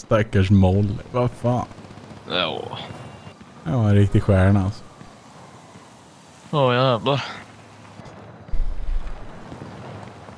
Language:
Swedish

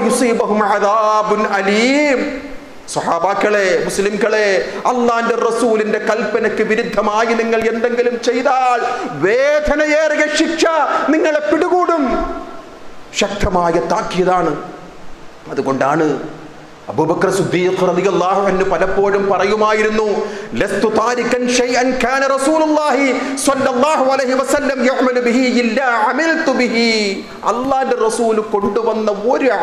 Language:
Malayalam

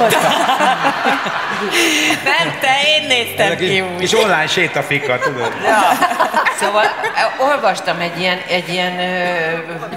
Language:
Hungarian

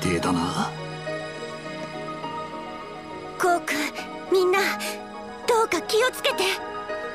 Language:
Japanese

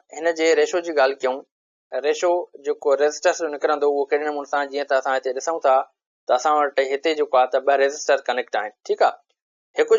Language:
Sindhi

